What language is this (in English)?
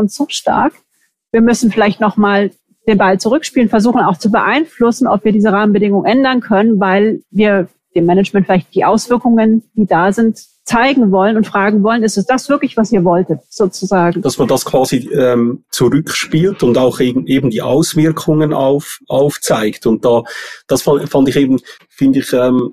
German